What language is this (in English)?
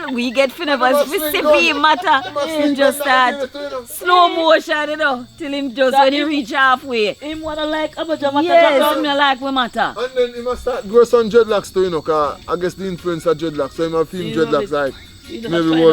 Jamaican Creole English